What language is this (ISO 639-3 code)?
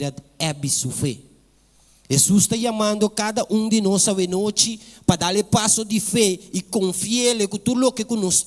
pap